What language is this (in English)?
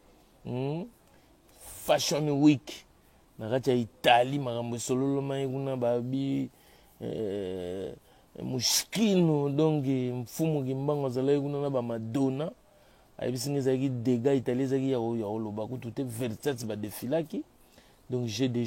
Lingala